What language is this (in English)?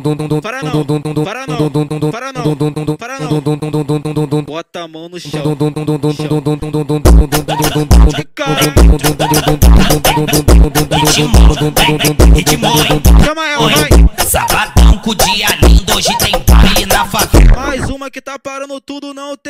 Portuguese